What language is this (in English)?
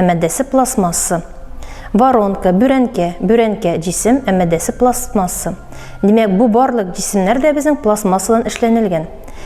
Tatar